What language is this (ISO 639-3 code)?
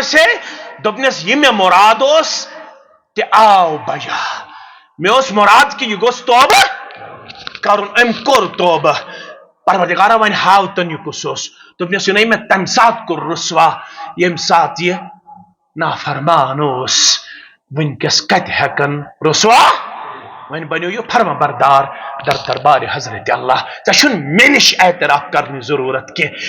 kas